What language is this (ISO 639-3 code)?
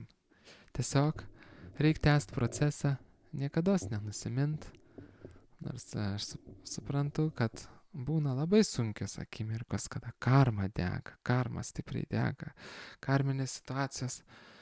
lit